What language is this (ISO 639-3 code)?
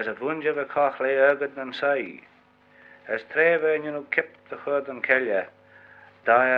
glv